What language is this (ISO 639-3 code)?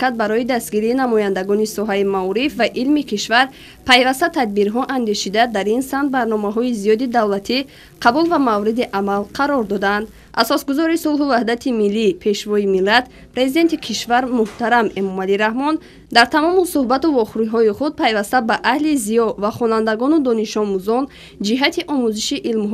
tgk